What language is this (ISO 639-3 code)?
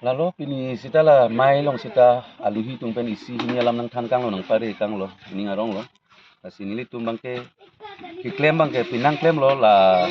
mjw